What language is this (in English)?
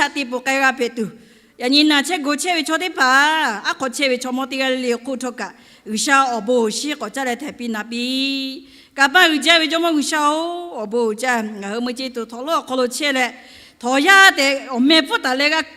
Lahu